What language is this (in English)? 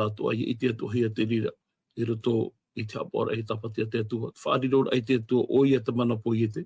Tahitian